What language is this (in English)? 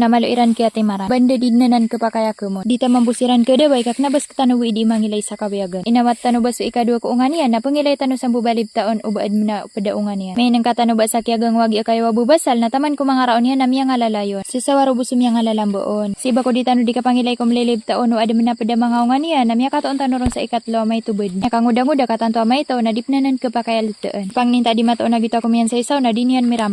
Maranao